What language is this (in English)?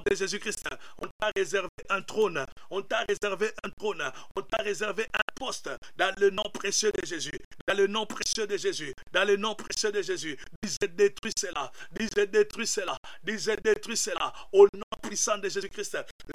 French